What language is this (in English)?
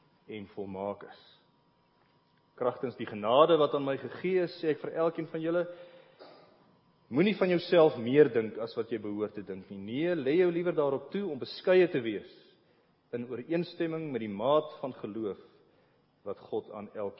Afrikaans